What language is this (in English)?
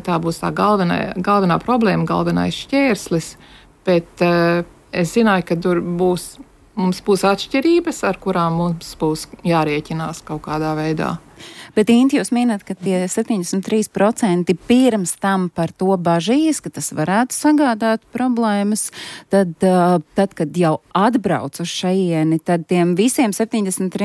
Latvian